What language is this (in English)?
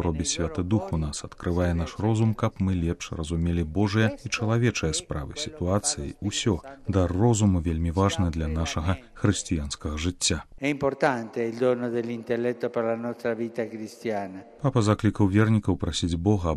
Belarusian